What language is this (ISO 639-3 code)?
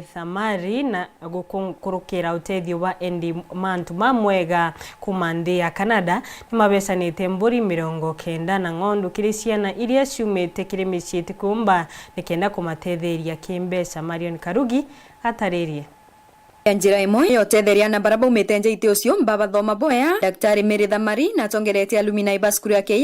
mer